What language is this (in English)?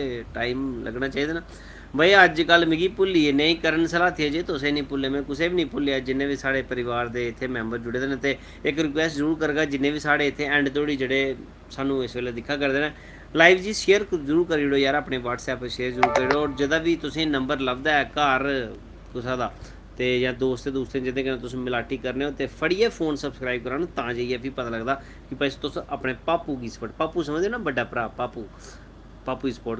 Dogri